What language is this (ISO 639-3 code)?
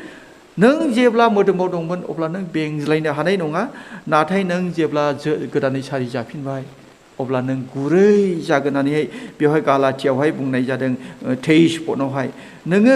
brx